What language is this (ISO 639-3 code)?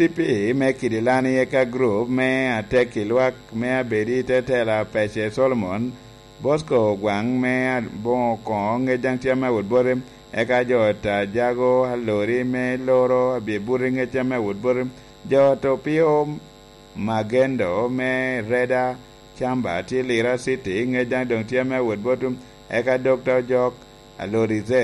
laj